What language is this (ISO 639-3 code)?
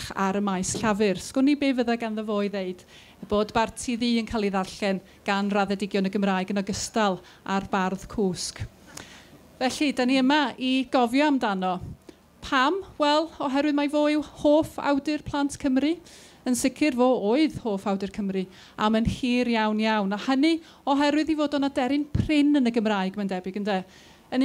cym